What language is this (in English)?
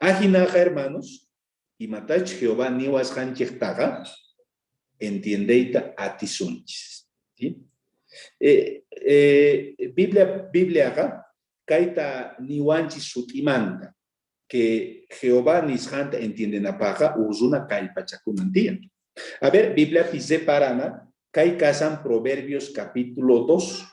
South Bolivian Quechua